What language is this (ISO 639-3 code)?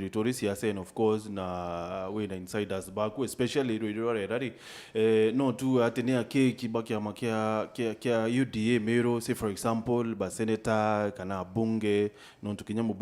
mer